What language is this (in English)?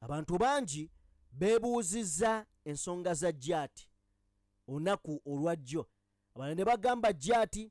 Ganda